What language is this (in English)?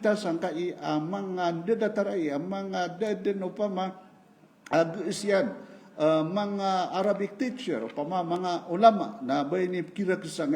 Maranao